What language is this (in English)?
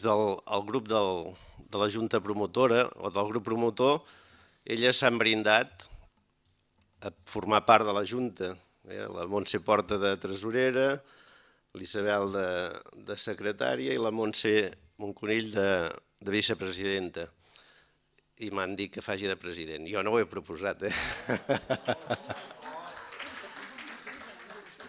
Catalan